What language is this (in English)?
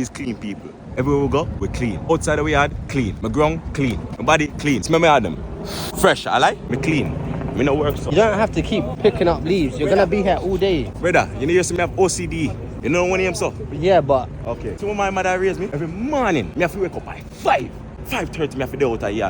Jamaican Creole English